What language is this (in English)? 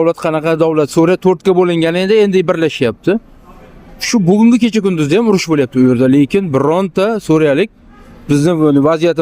Uzbek